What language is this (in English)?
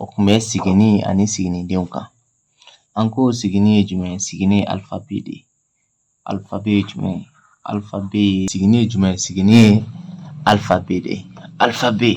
Bambara